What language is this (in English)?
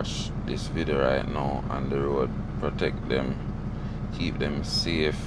Jamaican Creole English